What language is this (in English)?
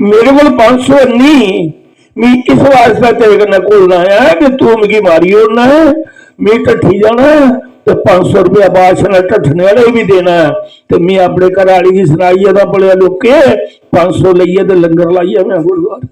Dogri